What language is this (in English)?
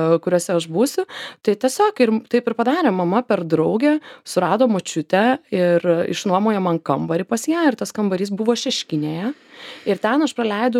Lithuanian